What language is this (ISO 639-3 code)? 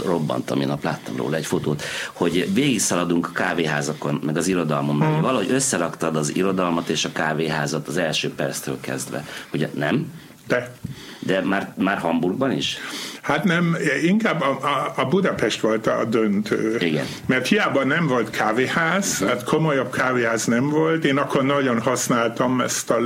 hun